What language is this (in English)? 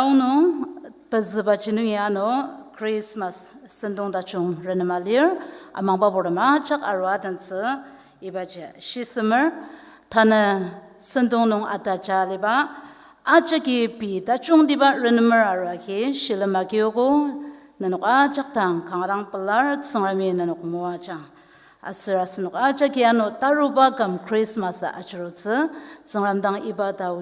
Ao Naga